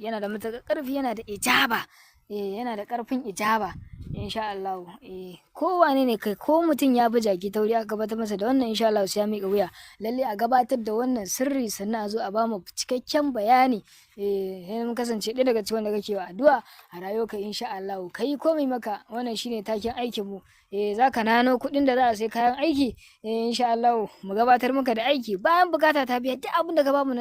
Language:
Hausa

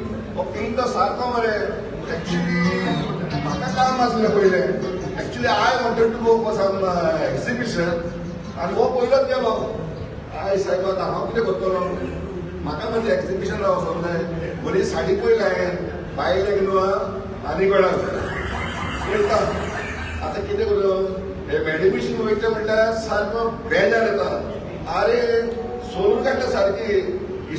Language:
Konkani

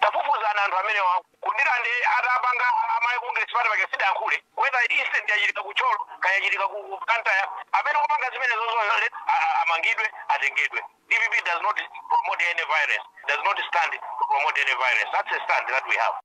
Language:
Nyanja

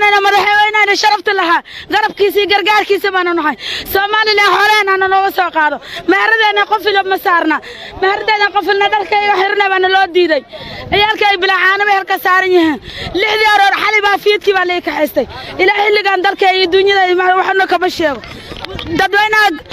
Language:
Somali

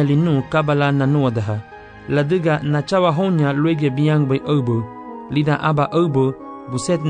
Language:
Garifuna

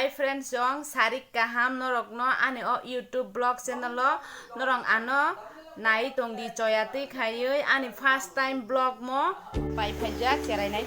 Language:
Kok Borok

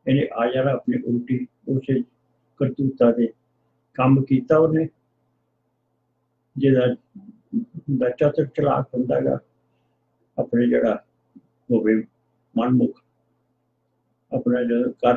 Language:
Punjabi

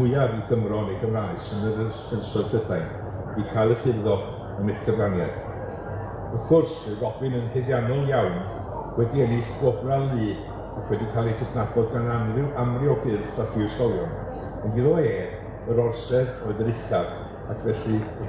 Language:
Welsh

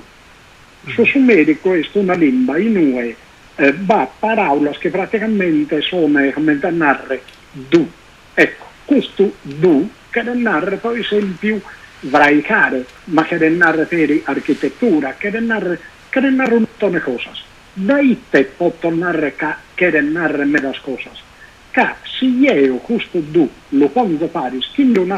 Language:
Sardinian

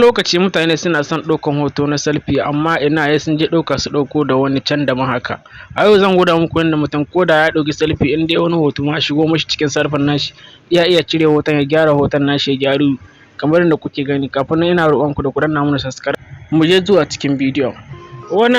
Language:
Hausa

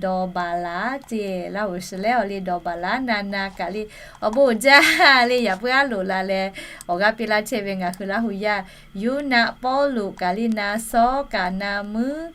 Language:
Lahu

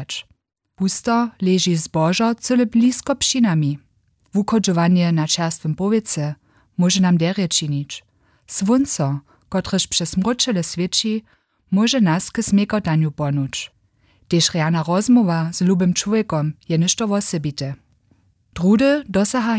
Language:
Upper Sorbian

